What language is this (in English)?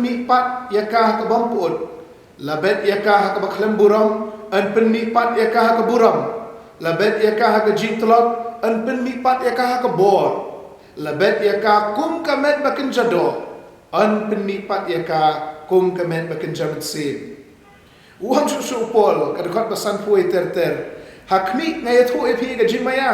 Khasi